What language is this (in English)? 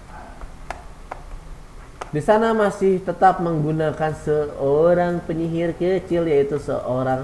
Indonesian